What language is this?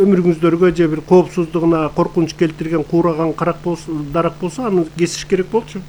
Kyrgyz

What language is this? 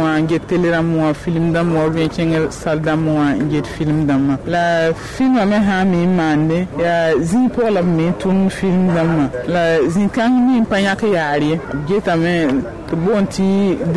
Mossi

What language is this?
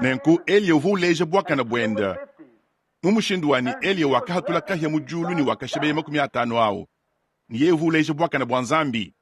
Luba-Lulua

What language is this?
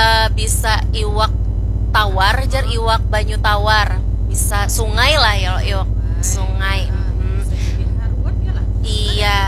Banjar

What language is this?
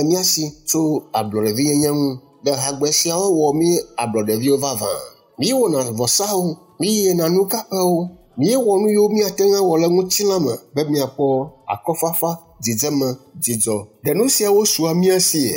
Ewe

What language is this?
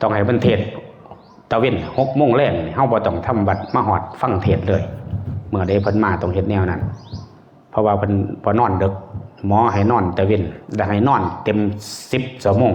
Northeastern Thai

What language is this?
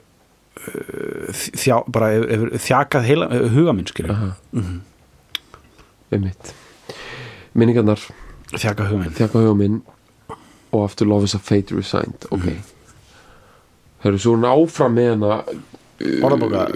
Icelandic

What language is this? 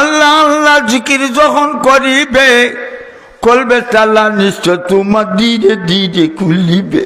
Sylheti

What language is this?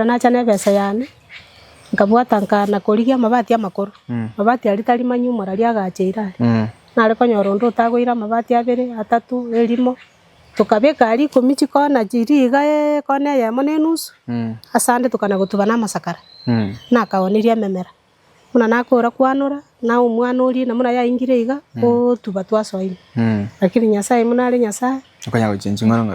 Gusii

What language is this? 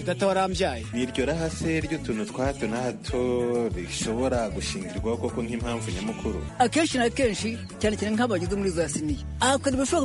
Kinyarwanda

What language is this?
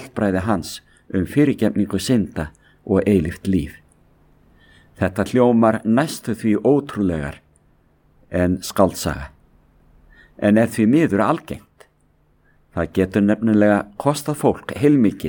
Icelandic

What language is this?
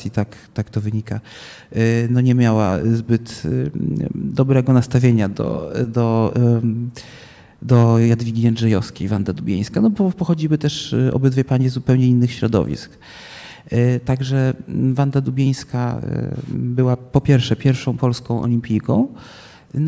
Polish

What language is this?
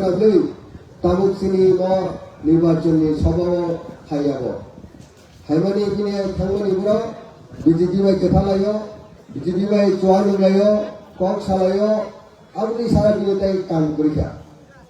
Kok Borok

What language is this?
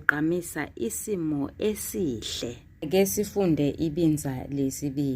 Zulu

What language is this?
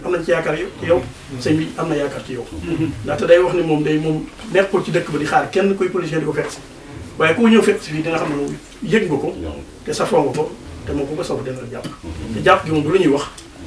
Wolof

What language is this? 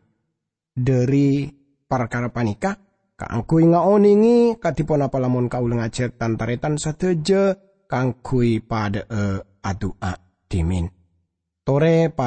Madurese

